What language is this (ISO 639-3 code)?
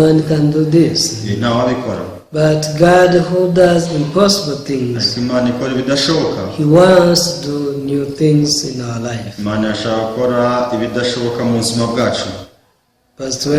kin